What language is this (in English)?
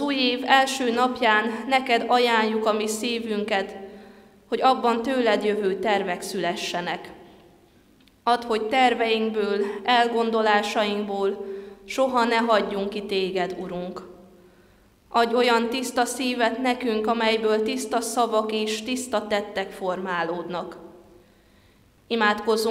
Hungarian